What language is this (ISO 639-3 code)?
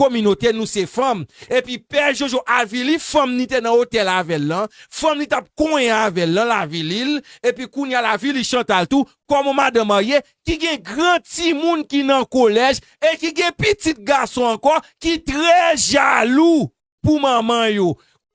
hat